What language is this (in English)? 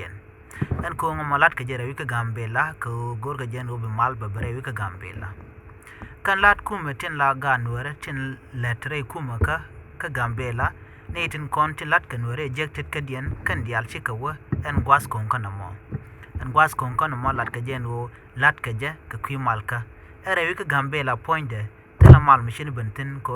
Nuer